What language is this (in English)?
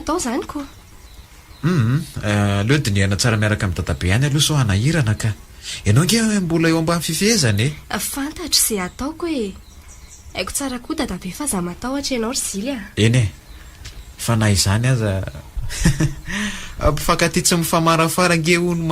Malagasy